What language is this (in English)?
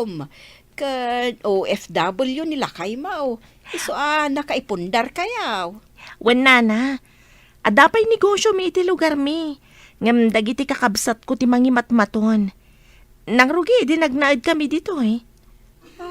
Iloko